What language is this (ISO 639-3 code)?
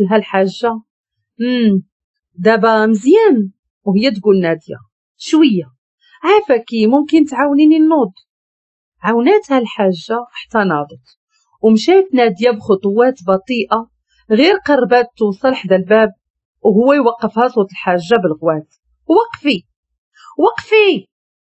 ary